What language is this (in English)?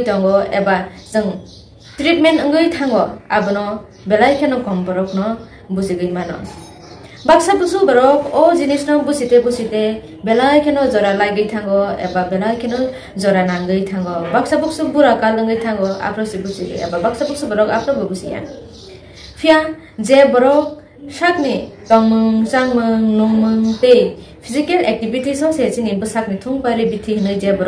Kok Borok